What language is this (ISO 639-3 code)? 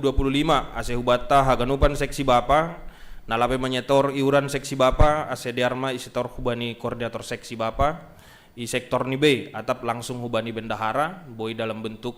bts